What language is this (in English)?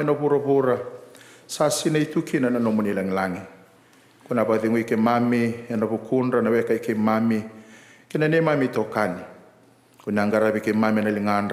Fijian